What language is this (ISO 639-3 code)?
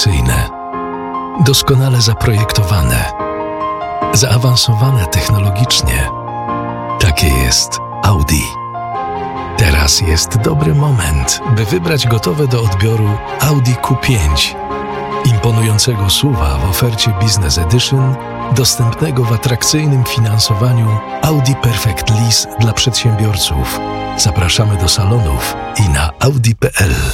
pol